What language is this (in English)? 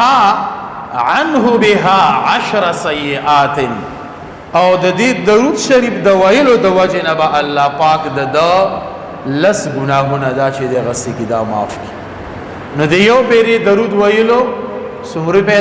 Pashto